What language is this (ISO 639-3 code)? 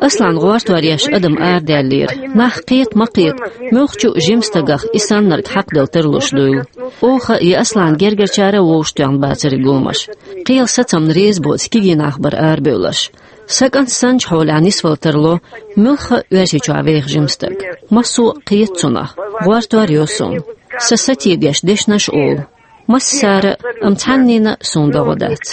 che